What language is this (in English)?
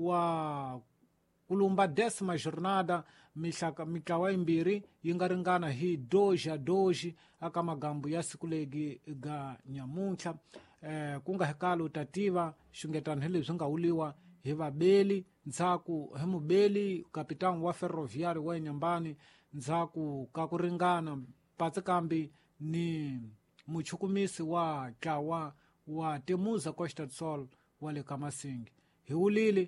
Tsonga